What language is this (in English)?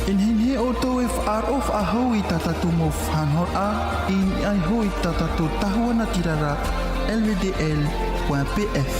Tahitian